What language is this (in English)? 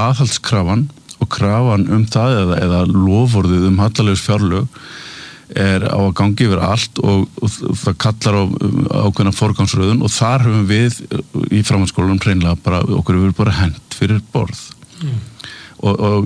Icelandic